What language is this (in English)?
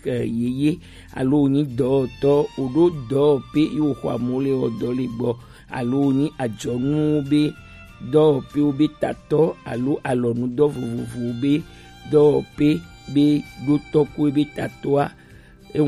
Gen